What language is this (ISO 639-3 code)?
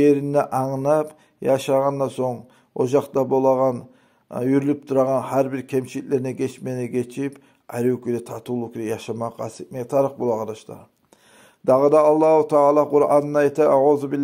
kum